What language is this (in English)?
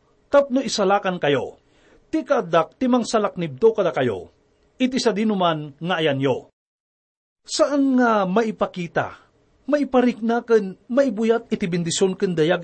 Iloko